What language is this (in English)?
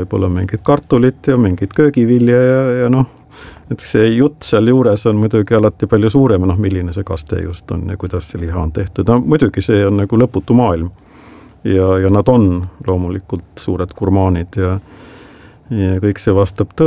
Estonian